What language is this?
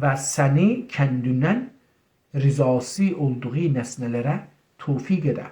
South Azerbaijani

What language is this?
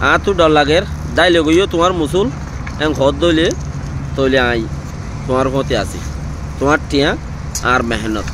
Rohingya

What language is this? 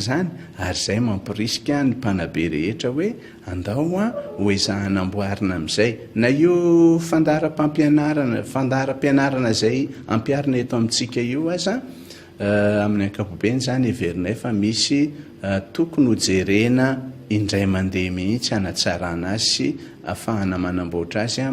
Malagasy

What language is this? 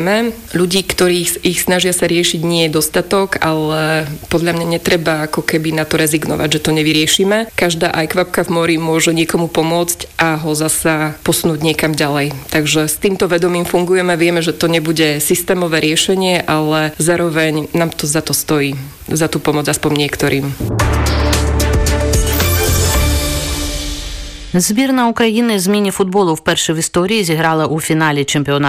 Slovak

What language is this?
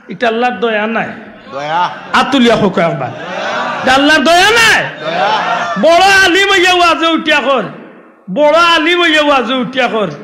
Sylheti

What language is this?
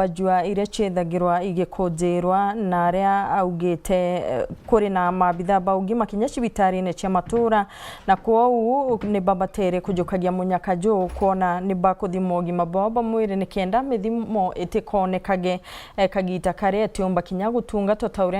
Meru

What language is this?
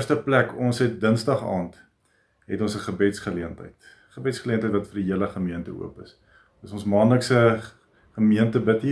Afrikaans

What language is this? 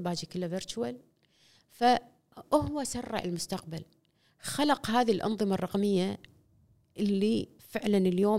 Gulf Arabic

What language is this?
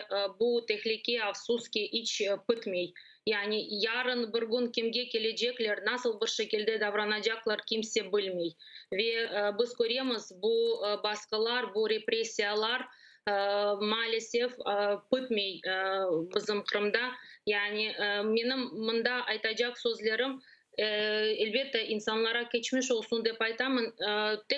Crimean Tatar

